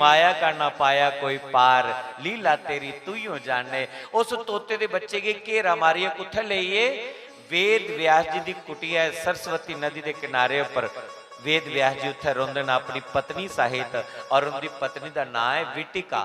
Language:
Dogri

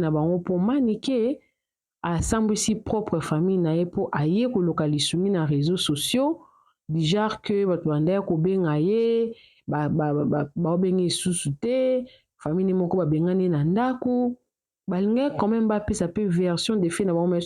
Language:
Lingala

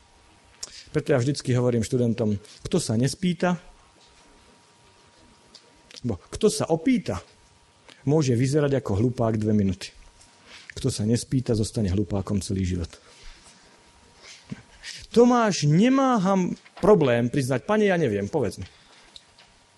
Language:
Slovak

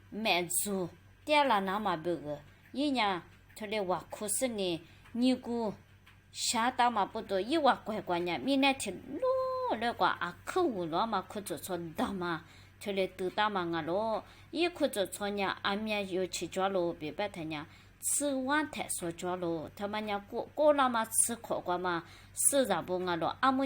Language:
Lisu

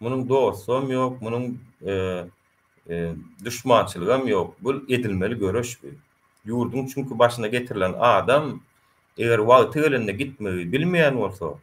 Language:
Turkmen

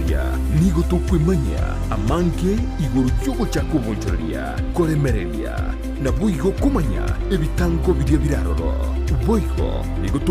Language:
Gusii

